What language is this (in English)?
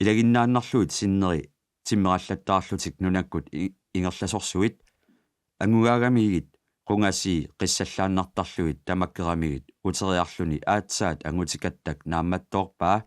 Kalaallisut